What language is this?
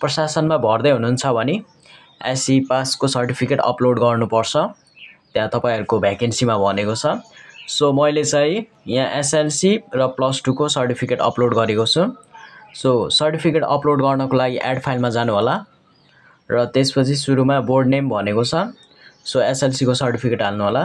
Nepali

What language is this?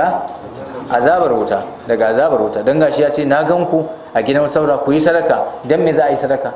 Hausa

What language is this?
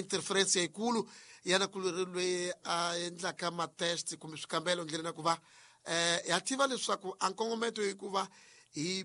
Tsonga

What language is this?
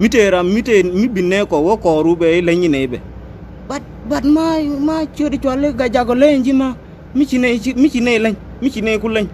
Nuer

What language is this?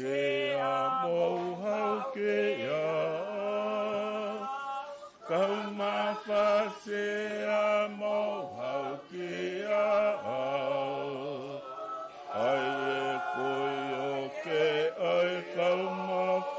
Tongan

